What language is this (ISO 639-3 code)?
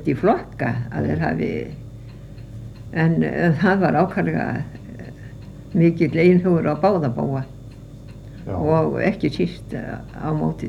isl